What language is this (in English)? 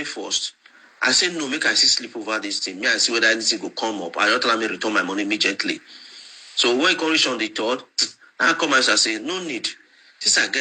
Nigerian Pidgin